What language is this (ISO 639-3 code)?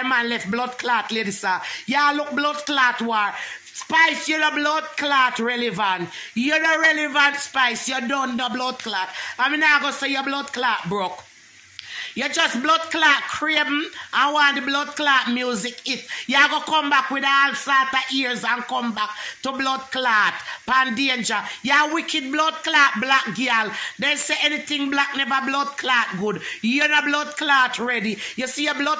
jam